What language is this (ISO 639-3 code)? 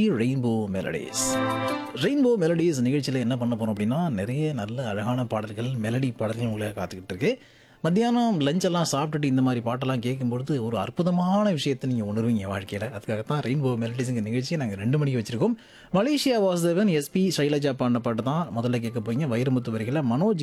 tam